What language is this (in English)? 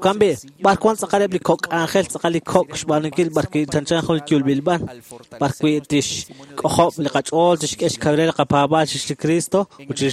Kekchí